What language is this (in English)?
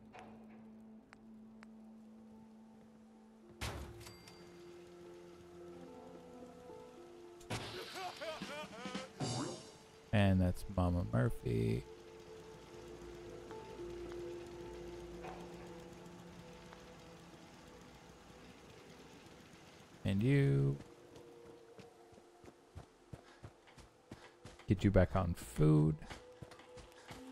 English